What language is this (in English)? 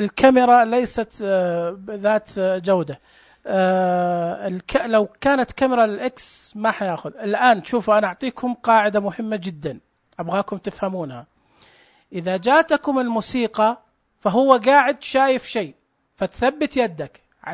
Najdi Arabic